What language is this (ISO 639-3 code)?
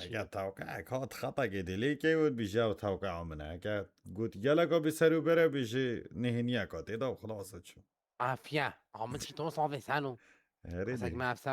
kur